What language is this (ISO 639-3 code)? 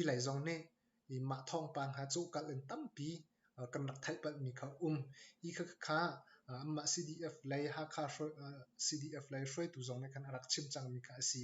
cnh